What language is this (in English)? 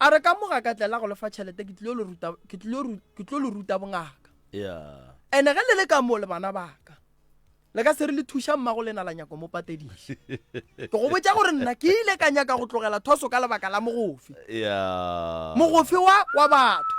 Northern Sotho